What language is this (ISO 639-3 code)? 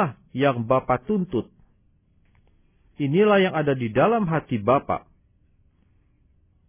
ind